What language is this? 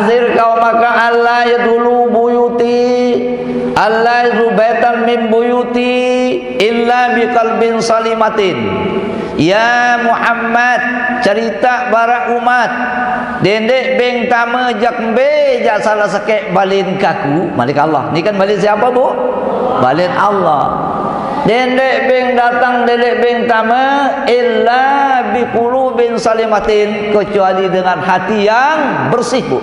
Sasak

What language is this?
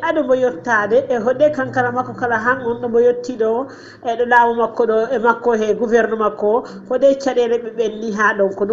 Fula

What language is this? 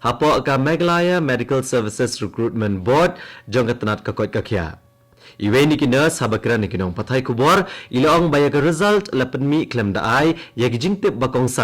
Khasi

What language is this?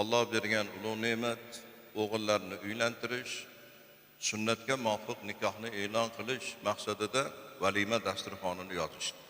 Uzbek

